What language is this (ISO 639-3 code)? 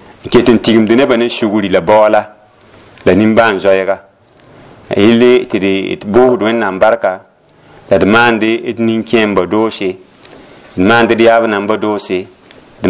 mos